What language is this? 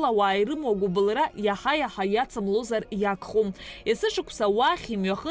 Abkhazian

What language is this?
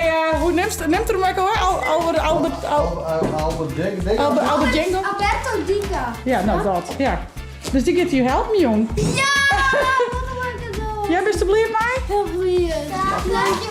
Western Frisian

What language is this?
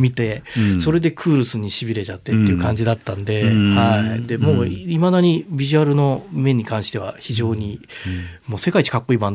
Japanese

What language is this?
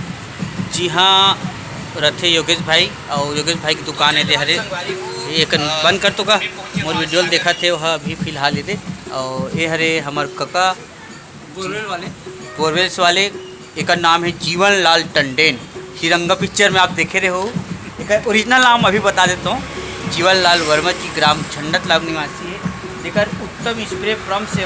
Chhattisgarhi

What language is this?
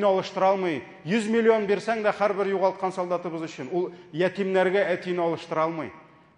Tatar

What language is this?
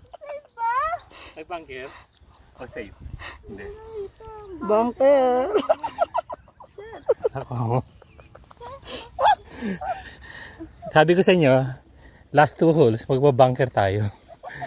Filipino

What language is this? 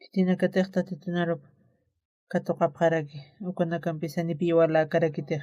Aymara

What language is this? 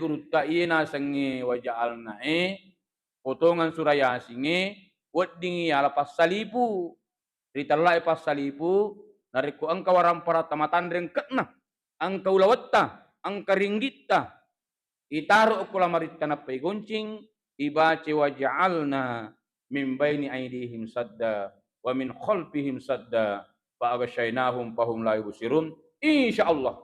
Buginese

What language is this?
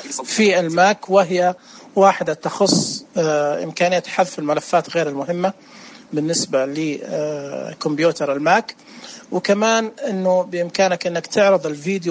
Najdi Arabic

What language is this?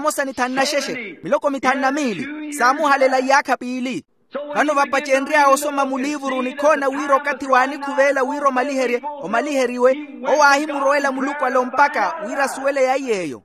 Makhuwa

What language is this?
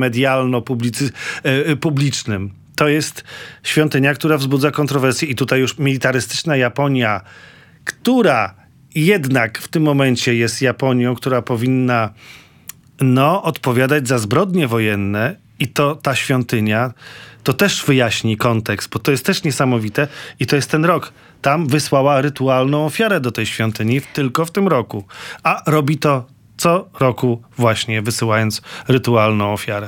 Polish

